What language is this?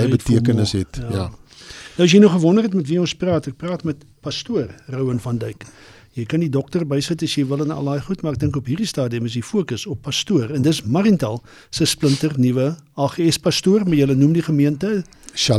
Afrikaans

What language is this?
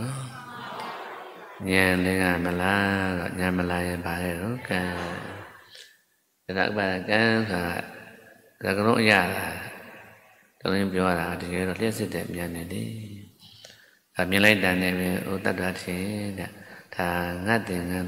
Burmese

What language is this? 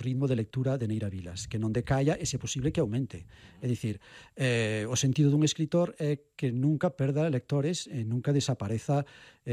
Galician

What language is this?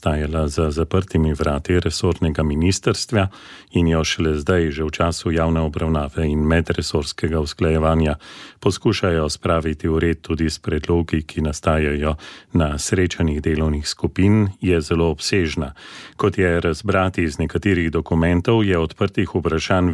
Slovenian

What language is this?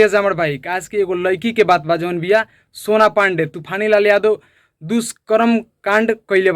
Bhojpuri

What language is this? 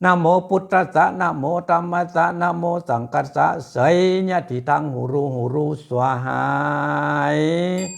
Pali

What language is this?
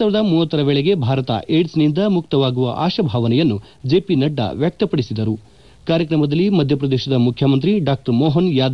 Kannada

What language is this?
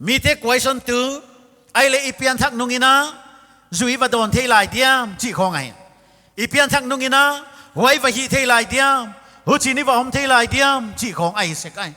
Paite Chin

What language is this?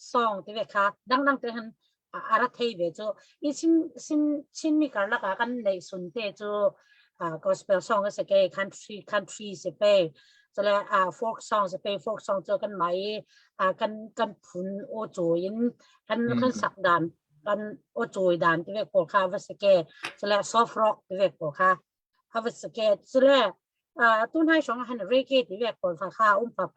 Falam Chin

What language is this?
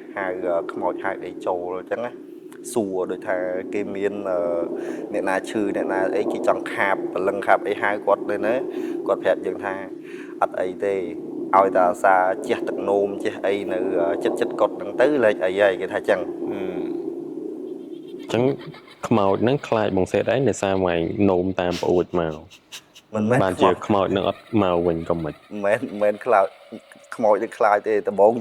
Khmer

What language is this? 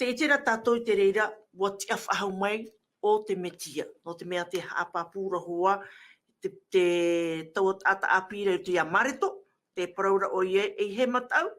Tahitian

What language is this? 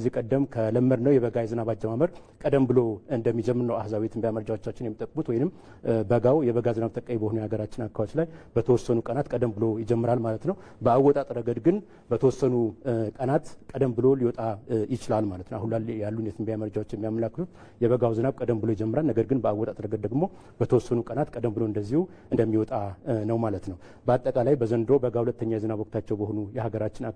Amharic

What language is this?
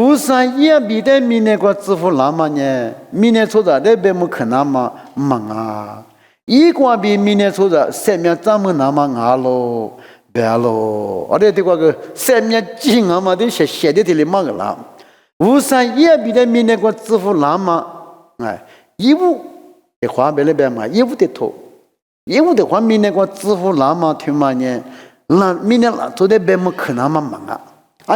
Lisu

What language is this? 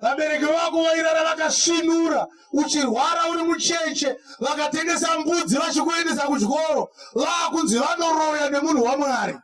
Shona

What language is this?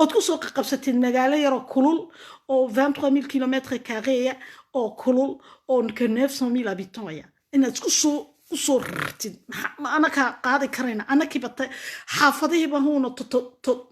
Somali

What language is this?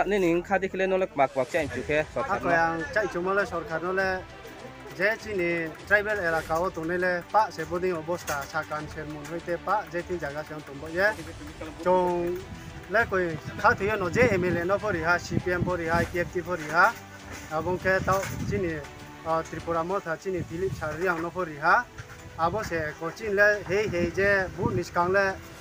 Riang (India)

